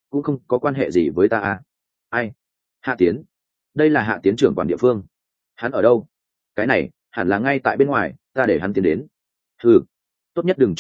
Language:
Vietnamese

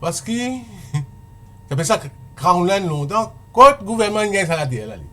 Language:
Morisyen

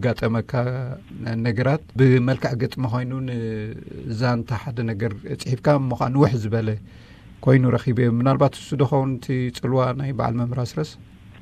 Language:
Tigrinya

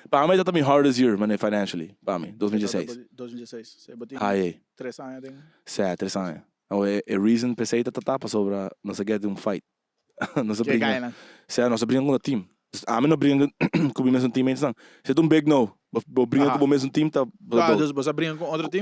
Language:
Papiamento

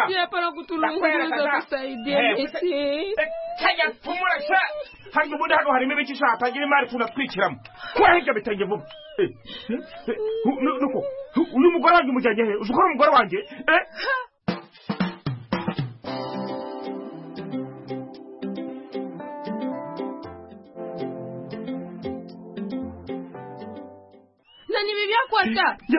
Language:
Kinyarwanda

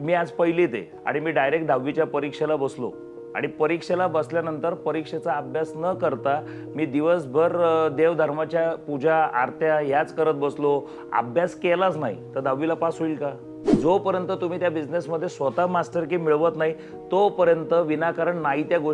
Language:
Marathi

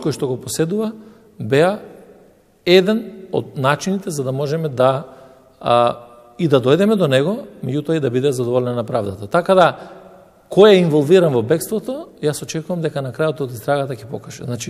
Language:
Macedonian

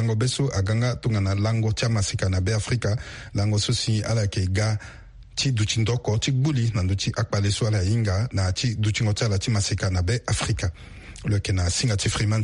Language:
Sango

